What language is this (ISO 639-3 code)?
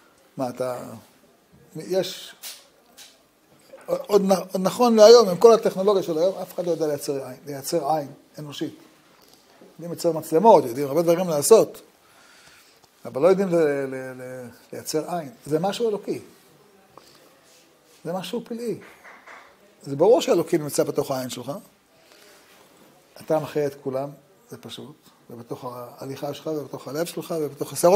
heb